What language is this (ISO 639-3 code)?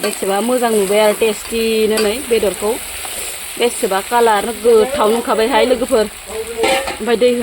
brx